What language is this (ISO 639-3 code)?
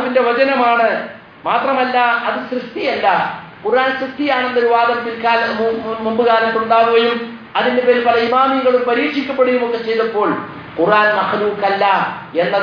mal